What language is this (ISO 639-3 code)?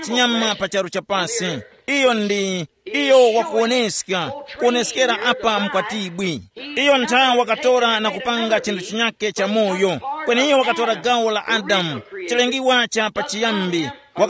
tum